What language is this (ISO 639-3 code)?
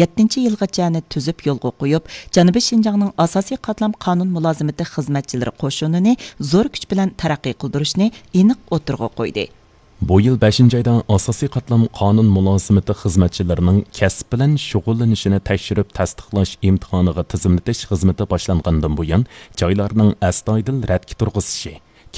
uig